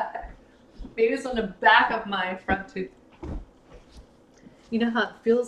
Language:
English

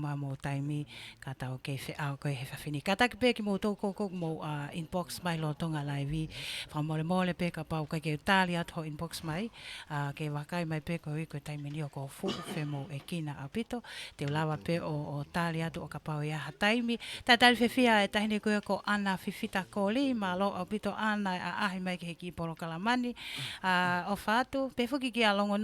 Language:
Tongan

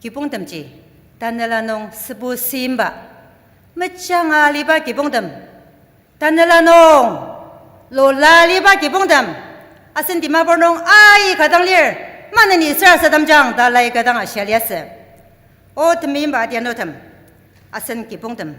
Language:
Ao Naga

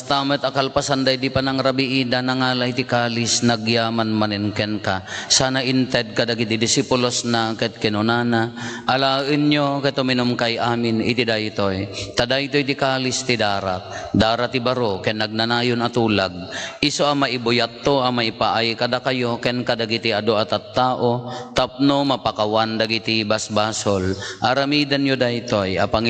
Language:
Iloko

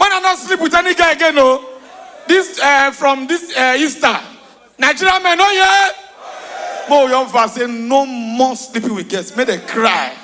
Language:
Nigerian Pidgin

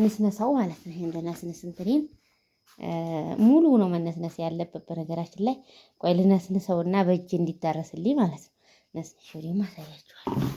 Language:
Amharic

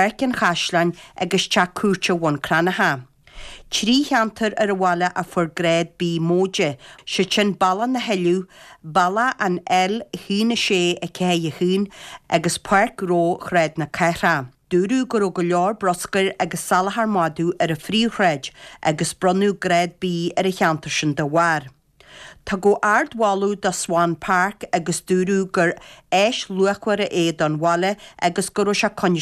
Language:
Irish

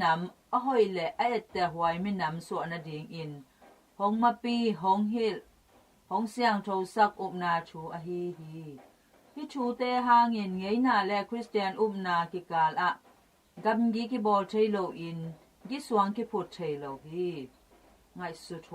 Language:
Tedim Chin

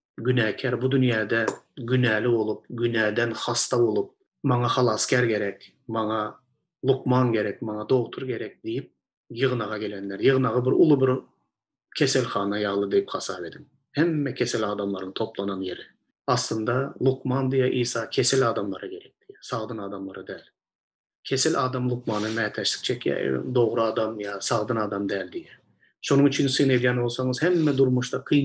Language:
Turkmen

